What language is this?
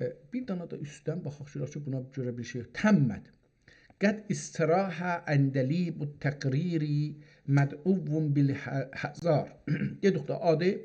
South Azerbaijani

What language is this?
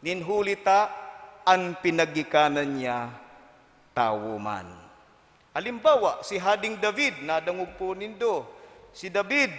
Bikol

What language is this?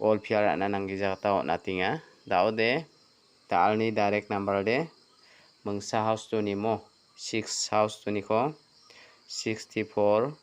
Garo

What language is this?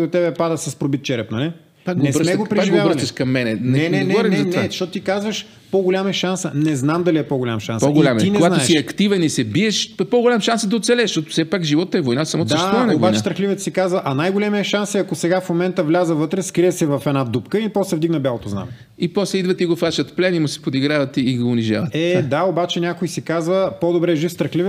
Bulgarian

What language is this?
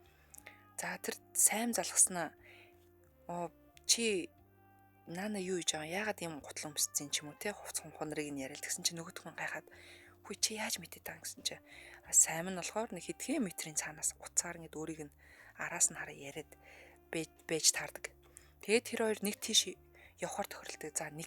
Mongolian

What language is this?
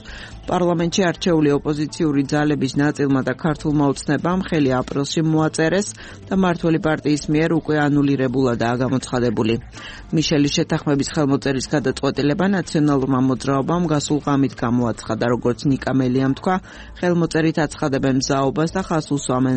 Georgian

